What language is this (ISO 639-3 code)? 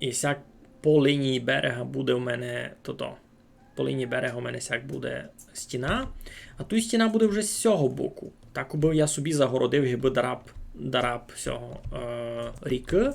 rue